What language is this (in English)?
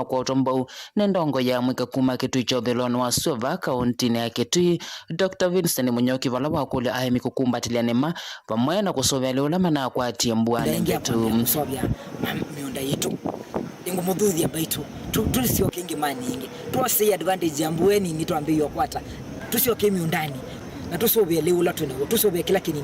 Kamba